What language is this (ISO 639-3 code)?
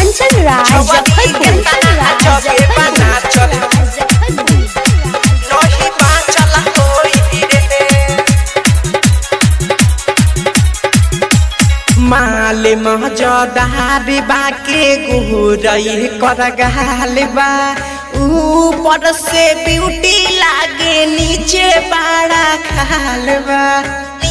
bho